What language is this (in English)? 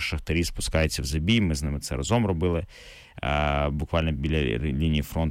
Ukrainian